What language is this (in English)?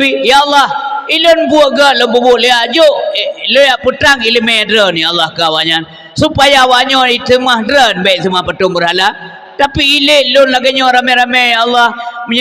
Achinese